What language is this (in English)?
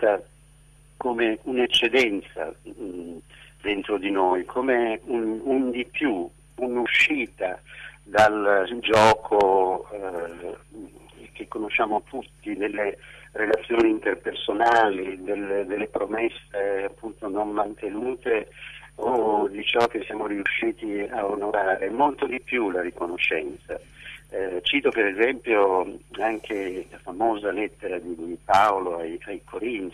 Italian